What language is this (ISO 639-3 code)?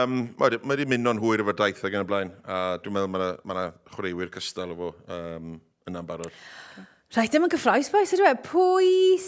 cym